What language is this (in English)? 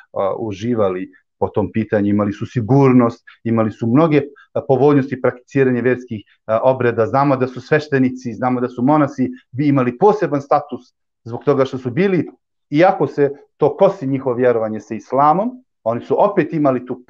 Bosnian